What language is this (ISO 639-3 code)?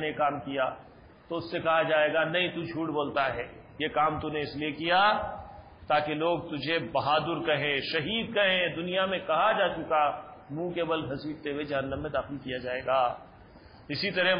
urd